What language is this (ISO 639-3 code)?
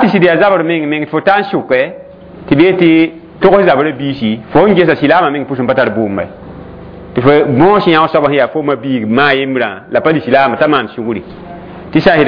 mos